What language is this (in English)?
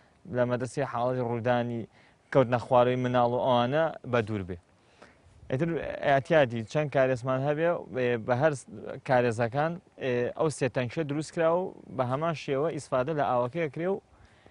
Central Kurdish